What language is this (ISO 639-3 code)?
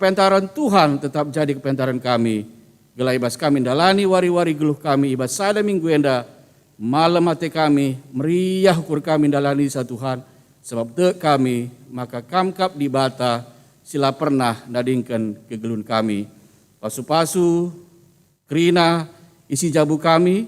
btx